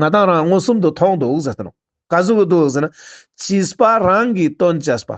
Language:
Ladakhi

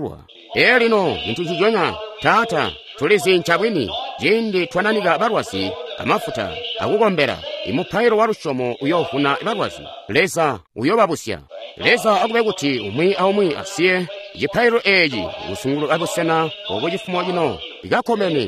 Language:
Tonga (Zambia)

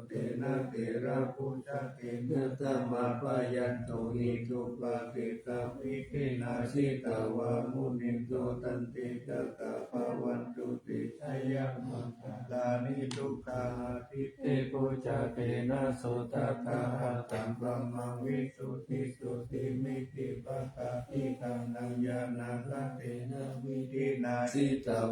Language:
Pali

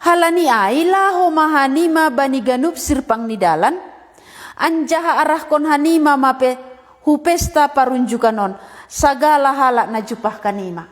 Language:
Batak Simalungun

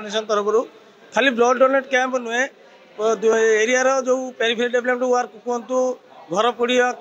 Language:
Odia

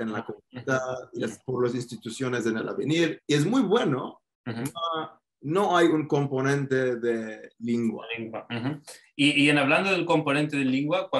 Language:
Ladino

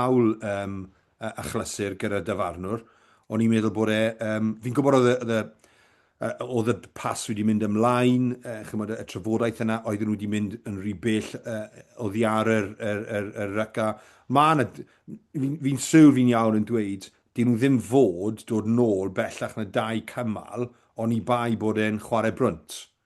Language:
Welsh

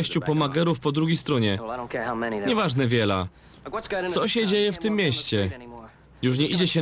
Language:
Silesian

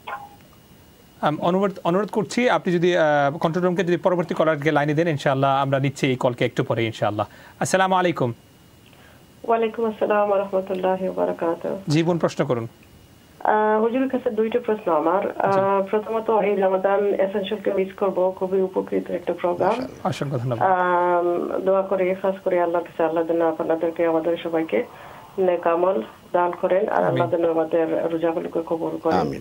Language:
Bangla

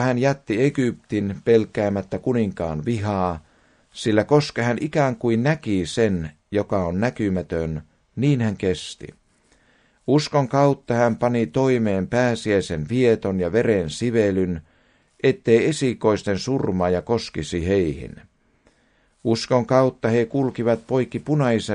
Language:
Finnish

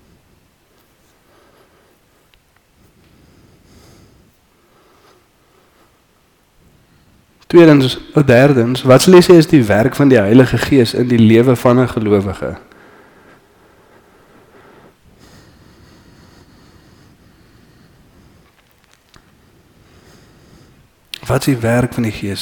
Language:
Afrikaans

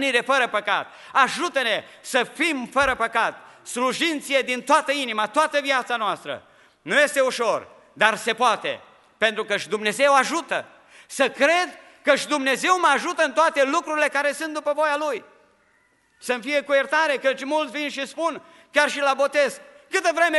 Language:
Romanian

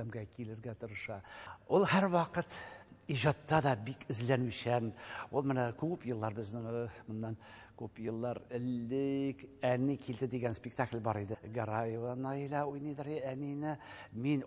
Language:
Tatar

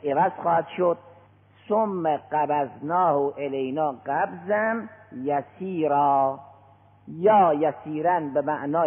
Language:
Persian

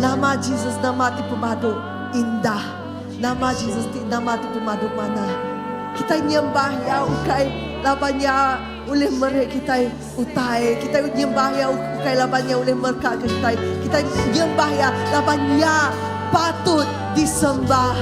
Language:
Iban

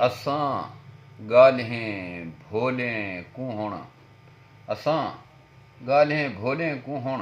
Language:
Saraiki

